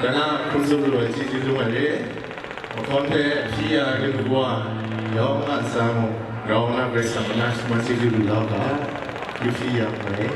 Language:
Kachin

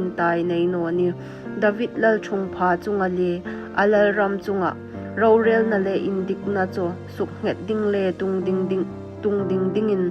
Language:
Hmar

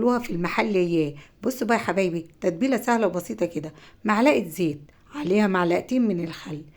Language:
Egyptian Arabic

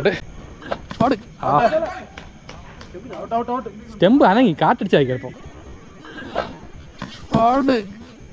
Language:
Malayalam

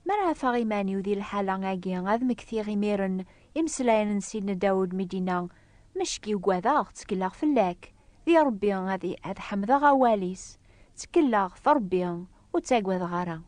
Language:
Kabyle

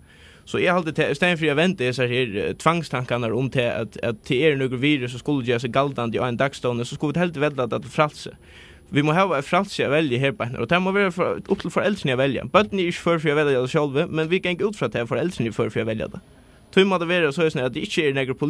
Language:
Faroese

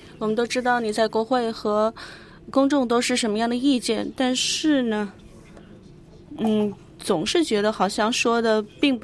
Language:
Chinese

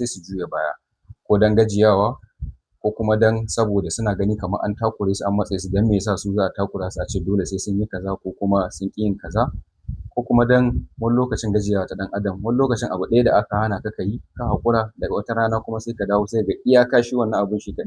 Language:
Hausa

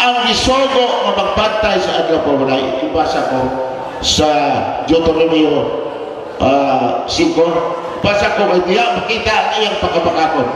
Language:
Cebuano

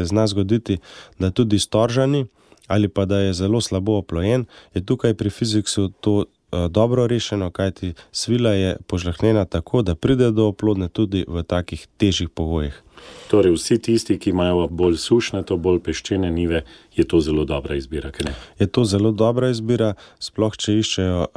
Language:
Slovenian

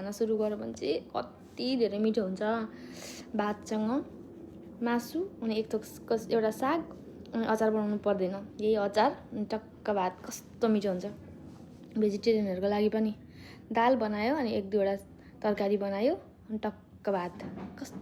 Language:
Nepali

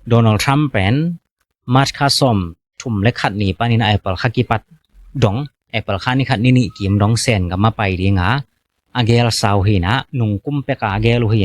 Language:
Tedim Chin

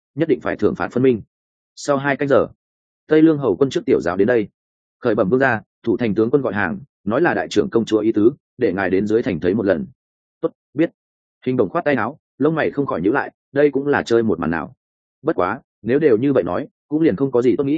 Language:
Vietnamese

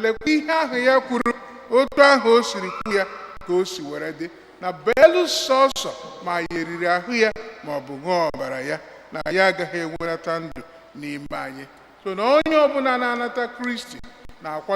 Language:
Igbo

